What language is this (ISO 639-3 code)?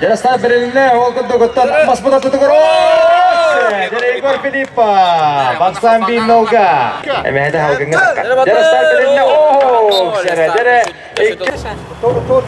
sah